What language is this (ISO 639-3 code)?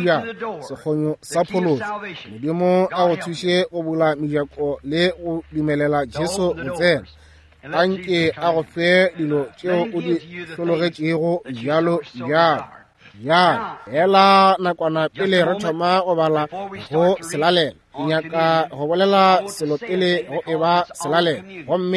nso